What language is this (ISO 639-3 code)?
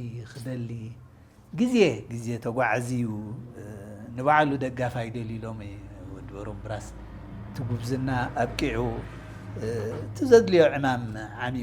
tir